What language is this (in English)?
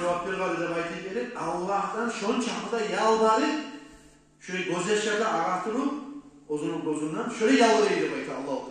Kumyk